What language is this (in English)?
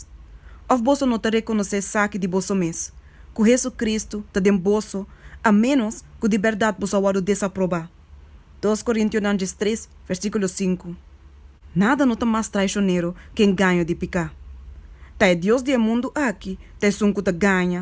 Papiamento